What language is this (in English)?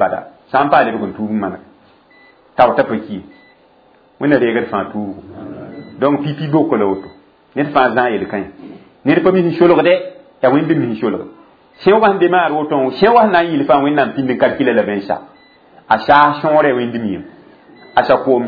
Mossi